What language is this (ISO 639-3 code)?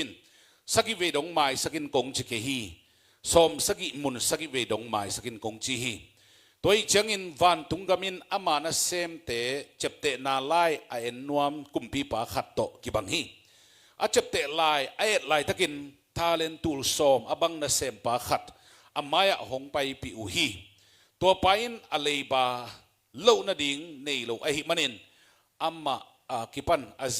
ctd